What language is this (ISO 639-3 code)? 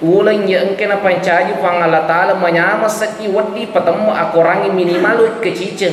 bug